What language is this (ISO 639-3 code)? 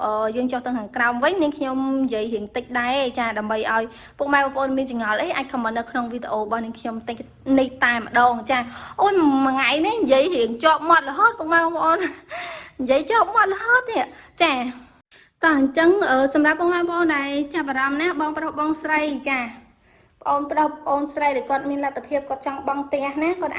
khm